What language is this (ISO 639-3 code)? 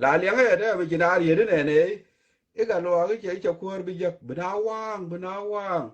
nus